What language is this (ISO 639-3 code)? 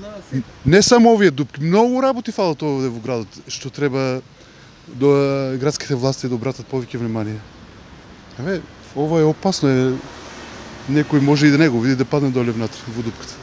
mkd